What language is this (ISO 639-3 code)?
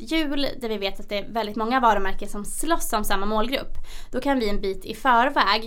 swe